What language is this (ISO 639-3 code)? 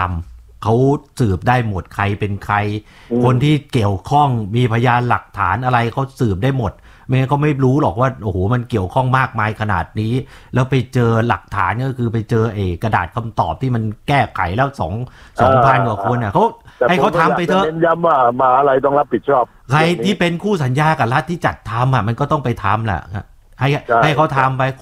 tha